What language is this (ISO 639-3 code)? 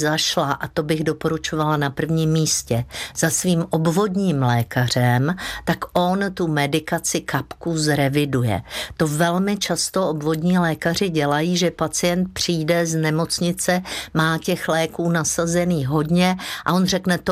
ces